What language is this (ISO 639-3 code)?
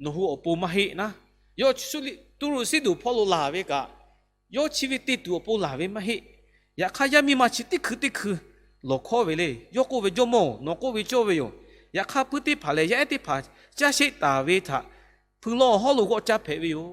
lhu